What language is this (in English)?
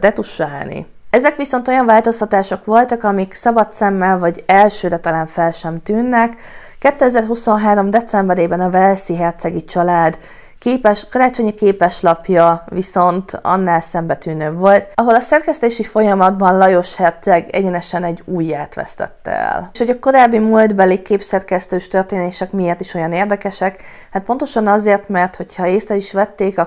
Hungarian